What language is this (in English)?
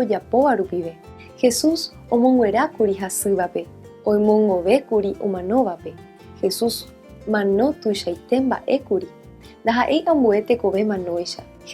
Guarani